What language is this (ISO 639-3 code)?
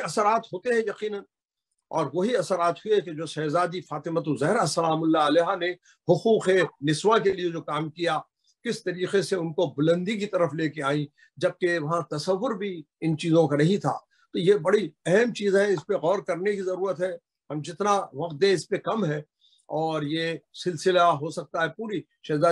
urd